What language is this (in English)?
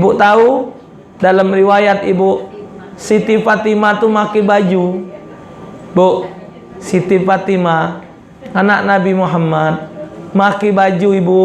Musi